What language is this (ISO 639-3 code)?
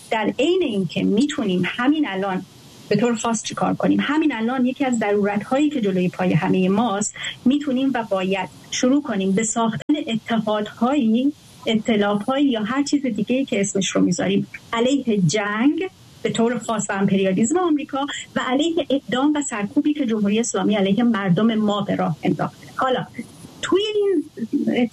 fas